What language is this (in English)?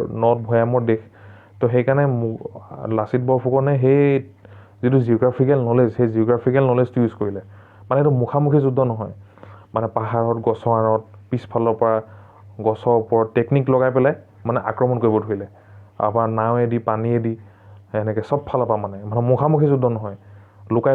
Assamese